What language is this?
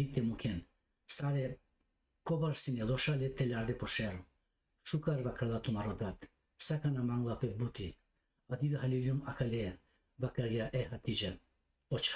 Balkan Romani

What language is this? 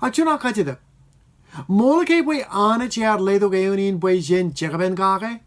Marshallese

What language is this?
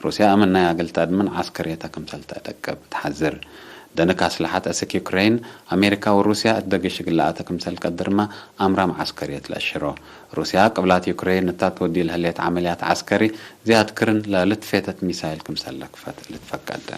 Tigre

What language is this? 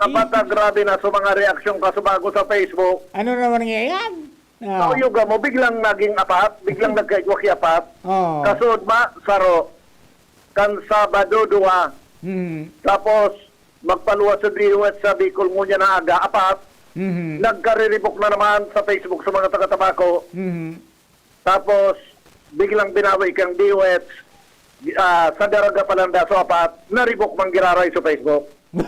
Bikol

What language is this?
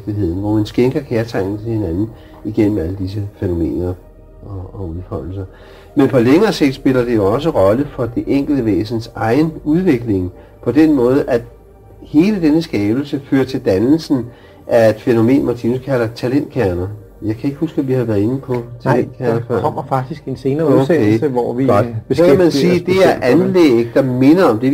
Danish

